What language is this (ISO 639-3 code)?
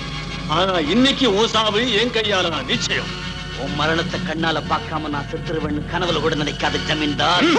tam